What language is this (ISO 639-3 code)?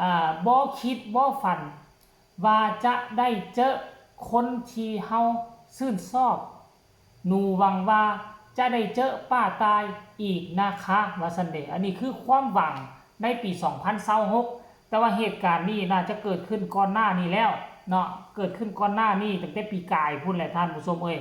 tts